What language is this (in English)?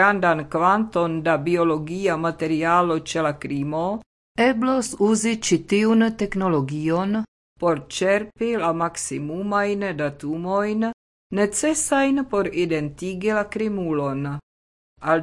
Esperanto